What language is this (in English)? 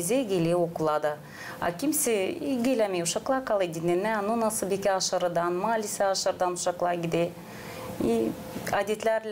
Gagauz